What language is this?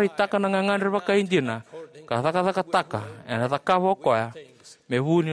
Fijian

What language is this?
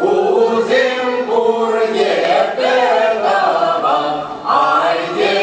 Chuvash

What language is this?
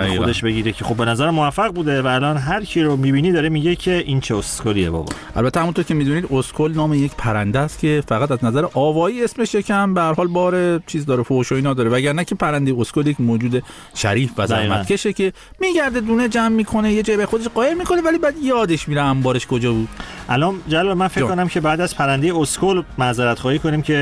Persian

